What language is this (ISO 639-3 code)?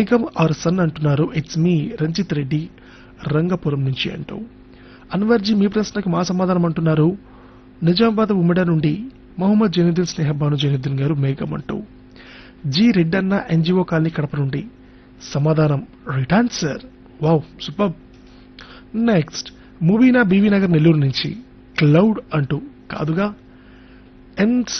tel